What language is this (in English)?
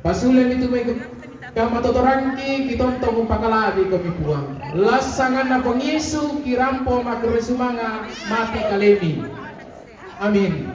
Toraja-Sa'dan